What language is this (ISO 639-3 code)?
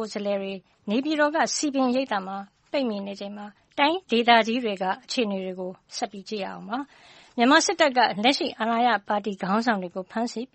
mya